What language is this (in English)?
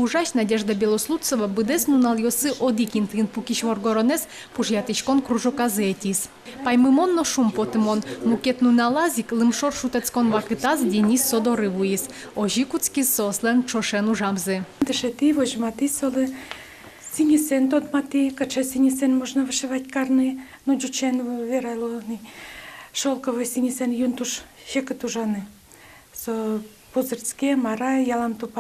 Udmurt